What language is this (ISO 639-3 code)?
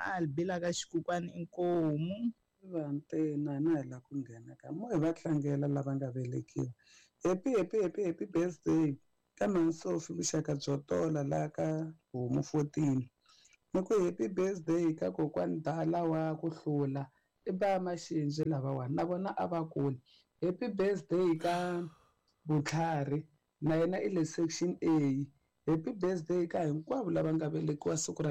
tso